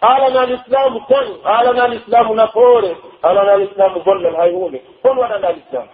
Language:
Pular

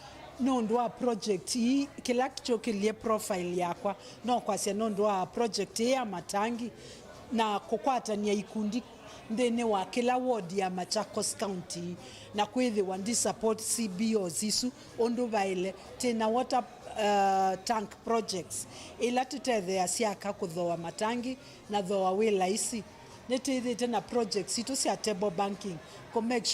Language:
Kamba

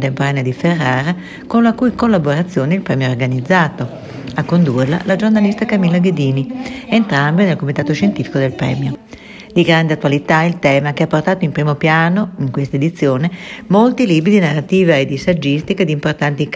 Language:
Italian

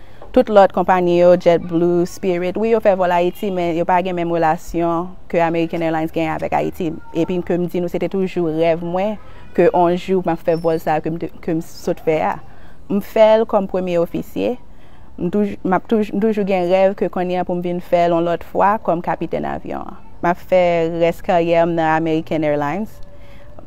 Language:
Haitian Creole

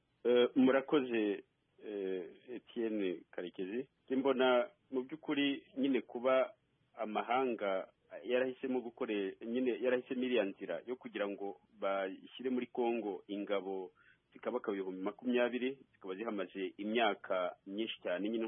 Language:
Kinyarwanda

